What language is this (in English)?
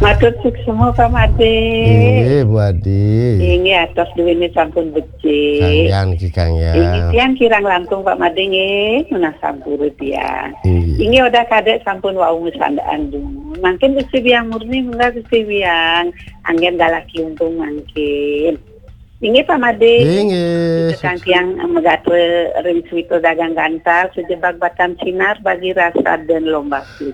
Balinese